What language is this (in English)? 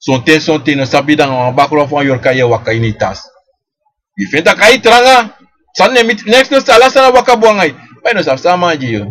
Sranan Tongo